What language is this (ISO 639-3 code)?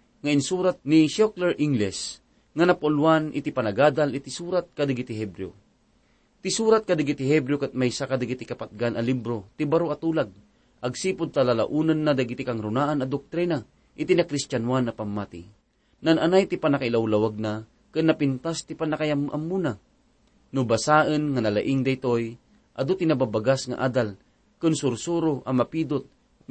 ilo